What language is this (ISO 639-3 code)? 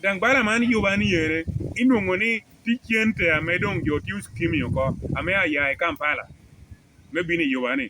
laj